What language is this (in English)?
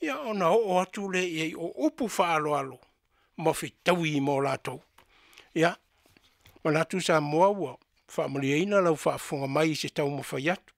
Samoan